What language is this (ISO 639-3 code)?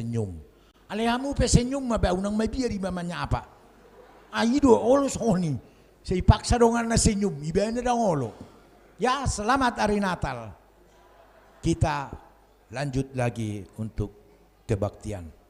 bbc